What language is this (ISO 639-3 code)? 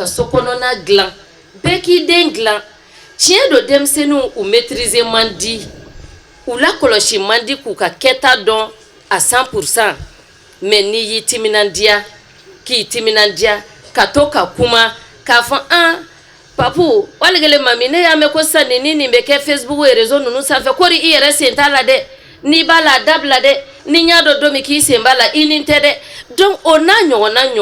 bam